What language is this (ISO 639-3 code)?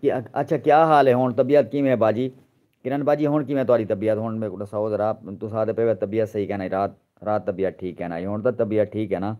skr